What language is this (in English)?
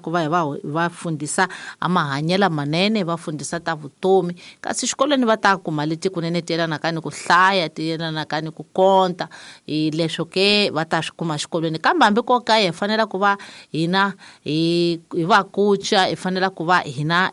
Tsonga